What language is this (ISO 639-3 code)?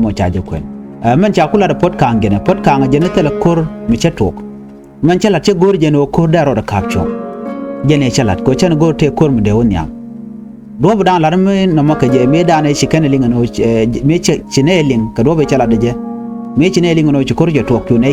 nus